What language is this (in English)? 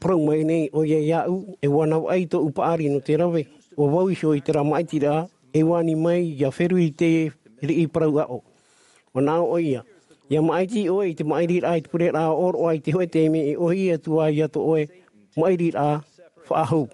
Tahitian